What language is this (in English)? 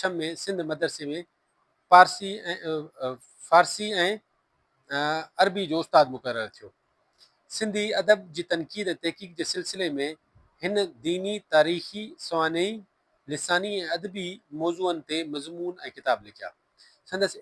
Sindhi